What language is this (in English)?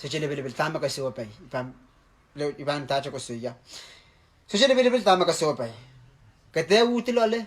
Pohnpeian